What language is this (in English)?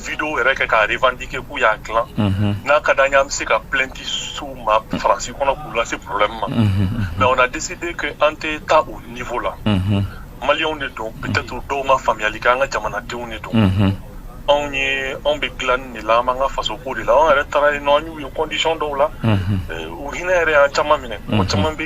Bambara